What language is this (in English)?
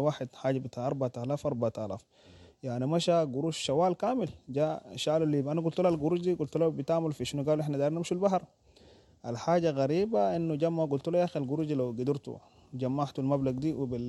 Sudanese Arabic